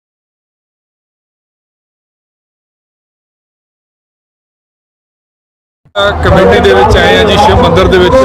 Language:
Punjabi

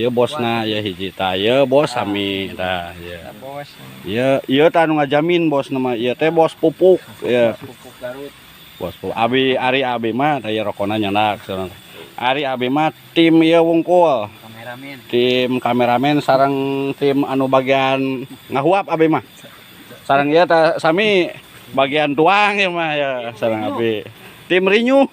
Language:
Sundanese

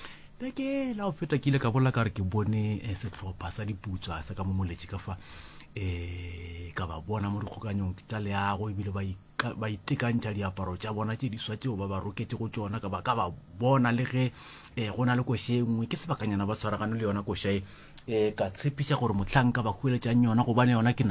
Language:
Northern Sotho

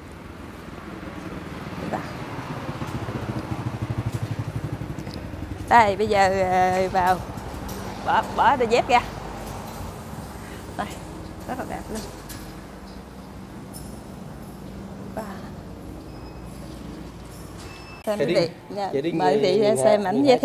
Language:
Vietnamese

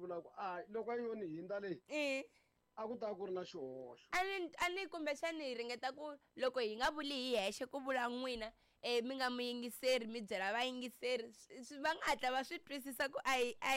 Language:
Tsonga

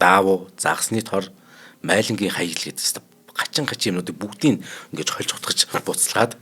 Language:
Mongolian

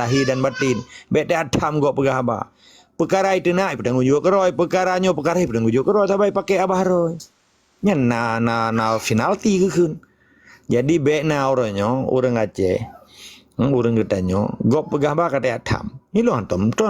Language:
Achinese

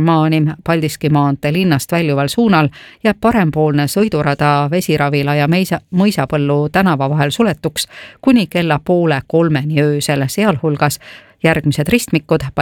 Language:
Estonian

